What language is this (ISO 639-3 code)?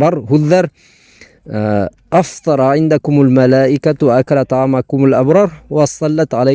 bak